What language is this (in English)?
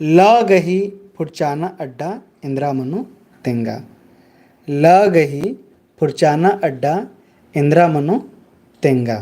Kurukh